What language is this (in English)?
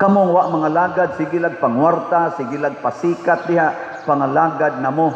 Cebuano